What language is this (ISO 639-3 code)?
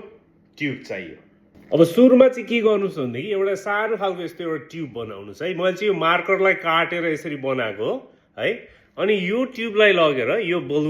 nep